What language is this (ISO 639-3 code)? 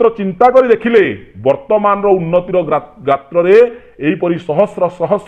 ori